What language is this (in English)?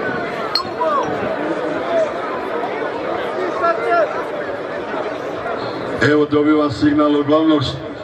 Croatian